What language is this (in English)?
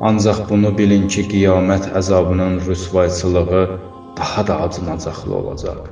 Azerbaijani